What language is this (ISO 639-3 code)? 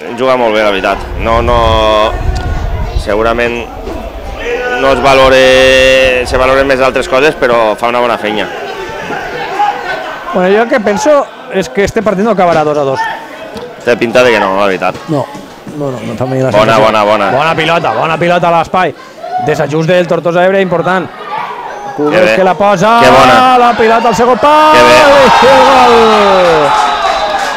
cat